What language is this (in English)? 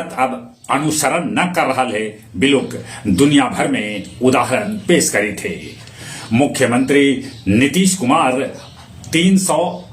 Magahi